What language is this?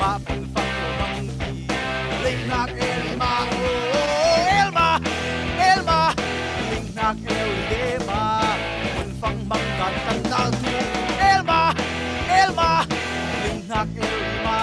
Falam Chin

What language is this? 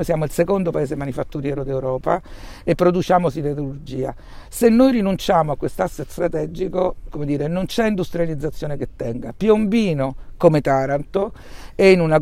Italian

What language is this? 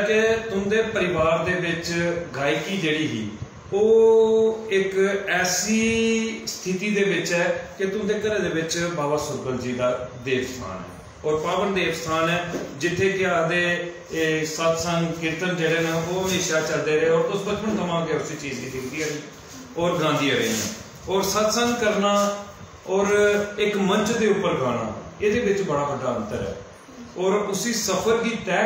Dogri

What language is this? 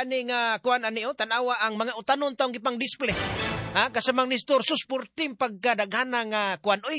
Cebuano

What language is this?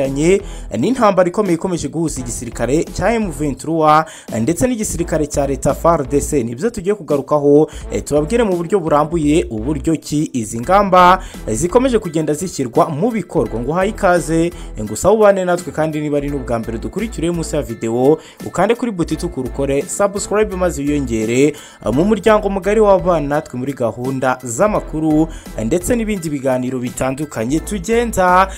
Kinyarwanda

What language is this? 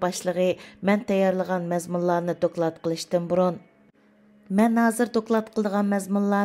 Uyghur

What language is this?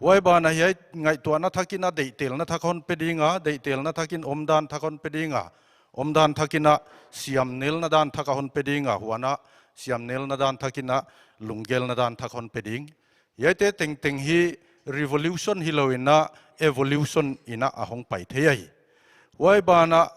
Paite Chin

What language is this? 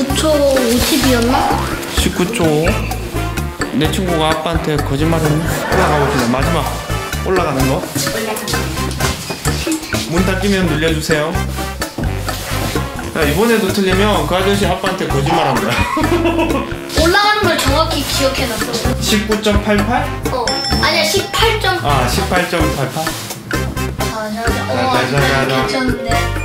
Korean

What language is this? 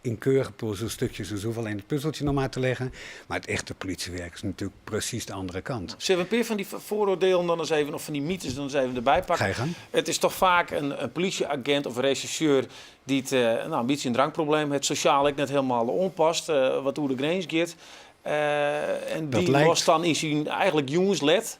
Western Frisian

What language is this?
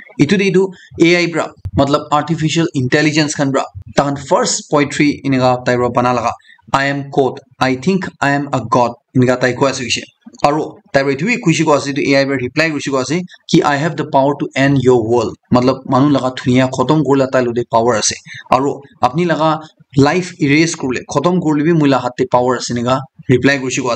Naga Pidgin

